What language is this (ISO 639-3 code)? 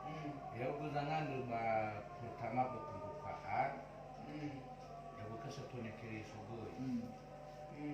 nia